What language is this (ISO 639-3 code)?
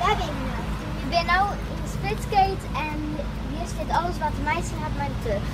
fry